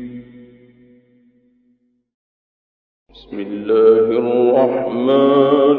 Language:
Arabic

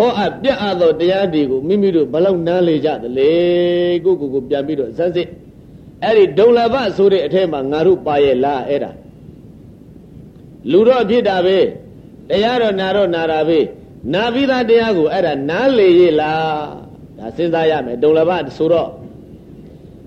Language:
Burmese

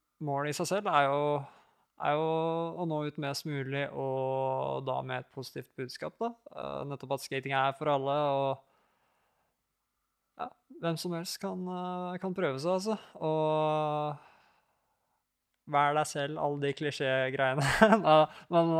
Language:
Norwegian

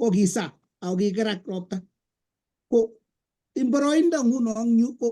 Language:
Kalenjin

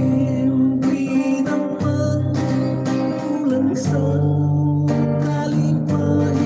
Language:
Hiligaynon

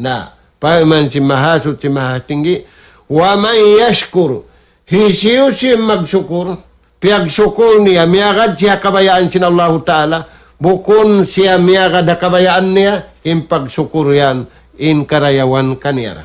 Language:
Tausug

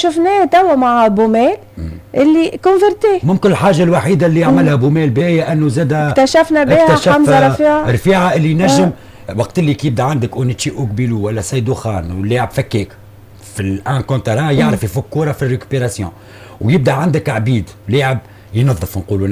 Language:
Tunisian Arabic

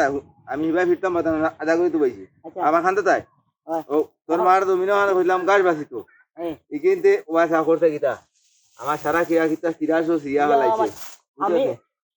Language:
Sylheti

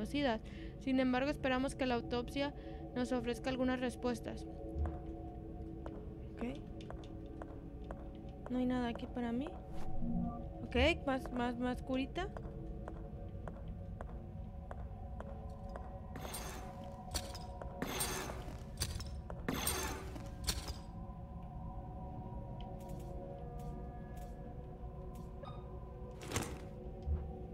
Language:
Spanish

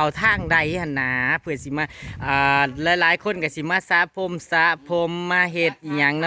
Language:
Northeastern Thai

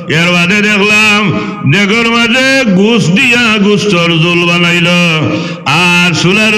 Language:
Sylheti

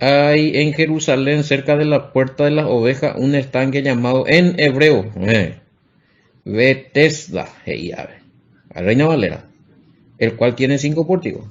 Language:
Guarani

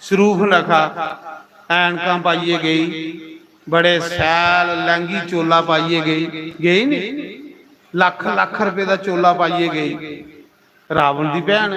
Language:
Dogri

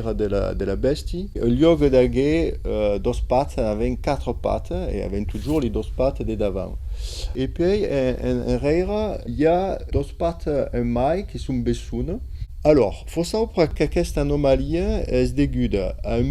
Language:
Occitan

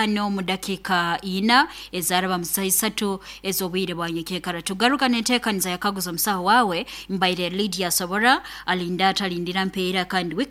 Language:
Nyoro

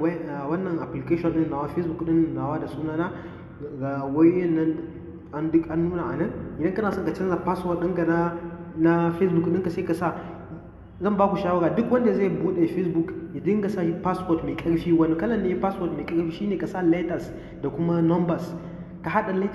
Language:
Hausa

